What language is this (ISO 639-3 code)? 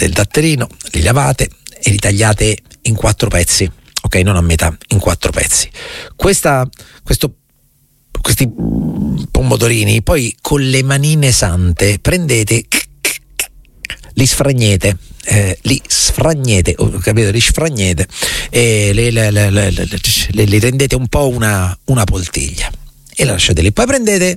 ita